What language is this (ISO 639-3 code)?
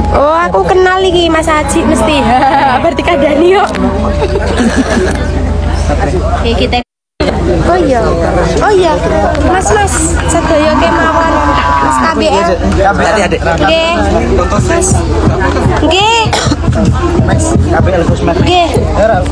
jav